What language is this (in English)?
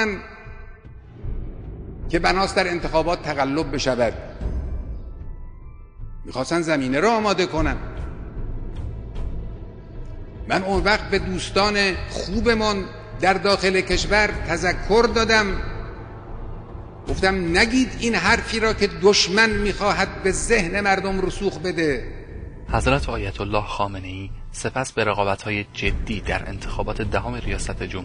Persian